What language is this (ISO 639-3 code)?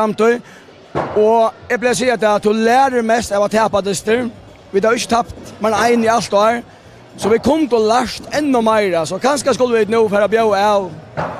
fao